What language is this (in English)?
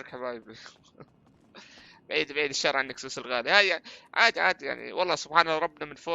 North Levantine Arabic